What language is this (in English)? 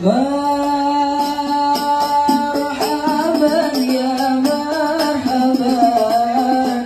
Betawi